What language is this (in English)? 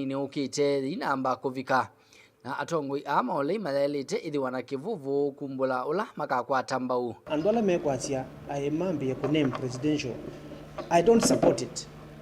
Kamba